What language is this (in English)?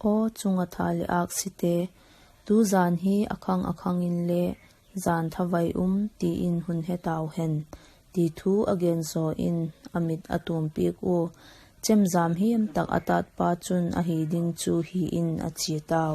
Vaiphei